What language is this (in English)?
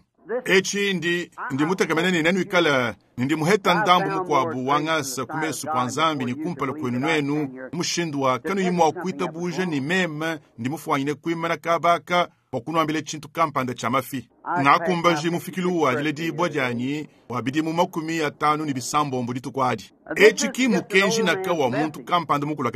Luba-Lulua